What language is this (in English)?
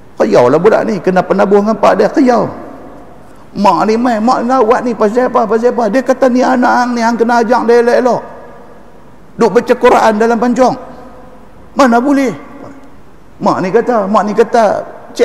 Malay